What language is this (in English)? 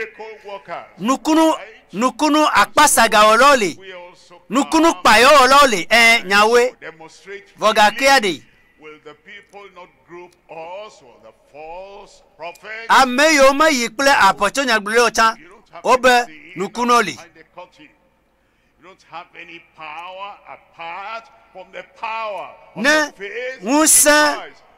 Ewe